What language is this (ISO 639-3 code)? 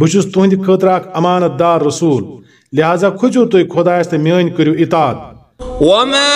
kas